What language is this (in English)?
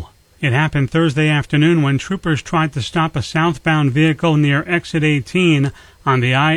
English